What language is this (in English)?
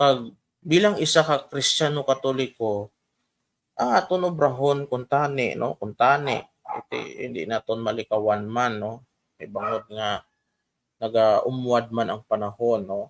Hiligaynon